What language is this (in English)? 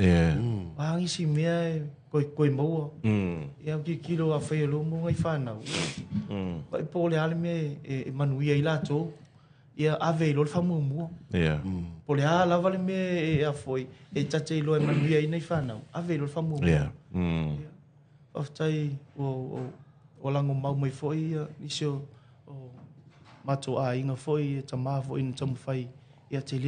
Samoan